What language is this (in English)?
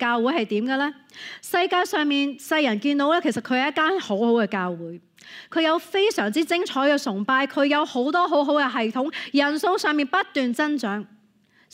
Cantonese